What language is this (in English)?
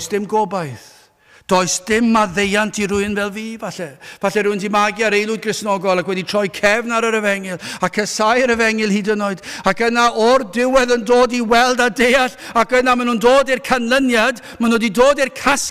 Welsh